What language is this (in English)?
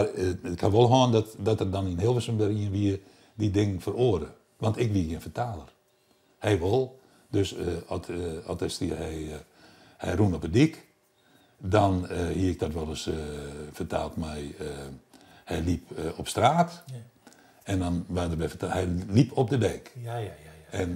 Western Frisian